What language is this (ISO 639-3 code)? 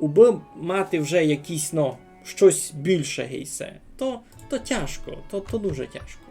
rue